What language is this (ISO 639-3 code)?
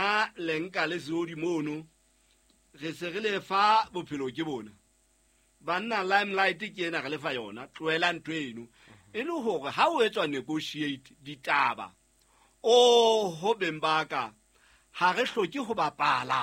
sot